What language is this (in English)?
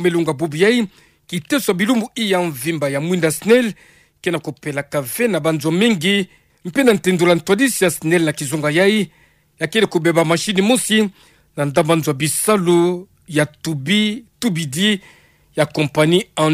Kituba (Democratic Republic of Congo)